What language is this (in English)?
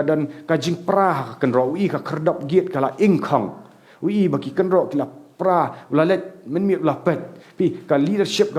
Khasi